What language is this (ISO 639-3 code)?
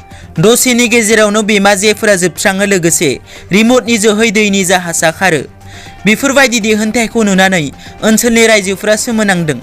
brx